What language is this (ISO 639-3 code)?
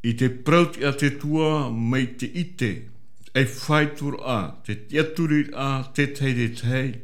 tah